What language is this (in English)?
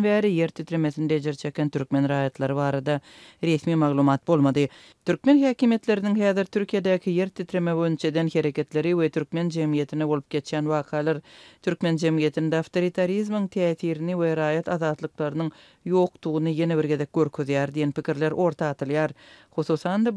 Turkmen